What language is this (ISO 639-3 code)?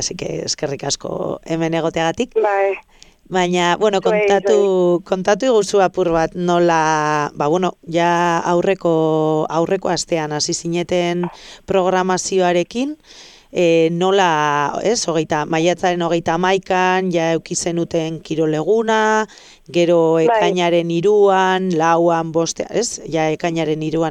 eus